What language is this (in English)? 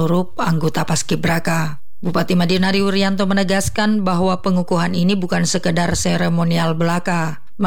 Indonesian